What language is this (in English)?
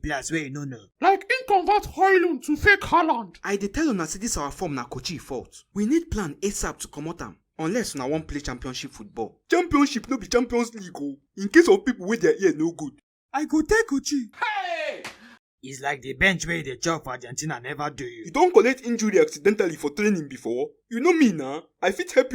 Nigerian Pidgin